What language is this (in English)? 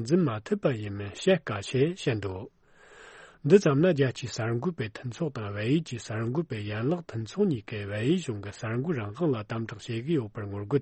Tibetan